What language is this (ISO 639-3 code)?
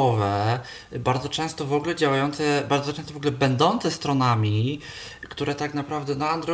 pol